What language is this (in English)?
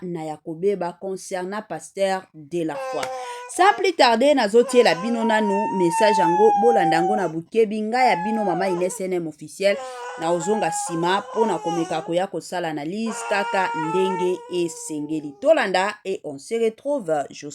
Lingala